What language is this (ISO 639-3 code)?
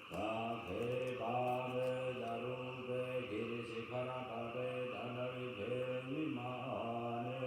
pli